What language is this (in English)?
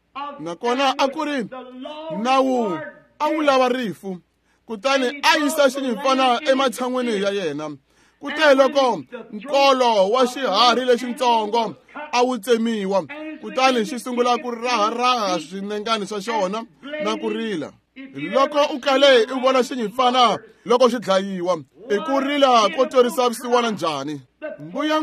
Tsonga